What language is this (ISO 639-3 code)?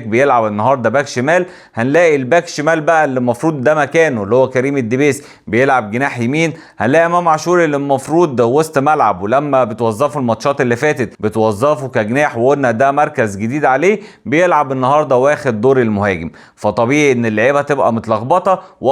arz